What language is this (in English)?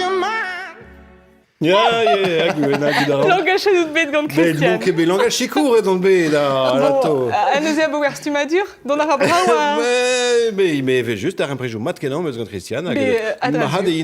Breton